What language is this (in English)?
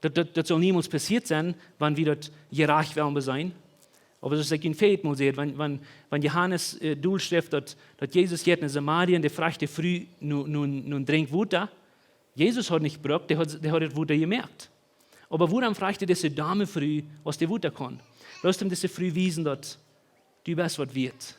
Plautdietsch